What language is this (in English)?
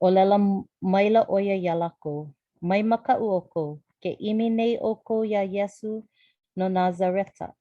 Hawaiian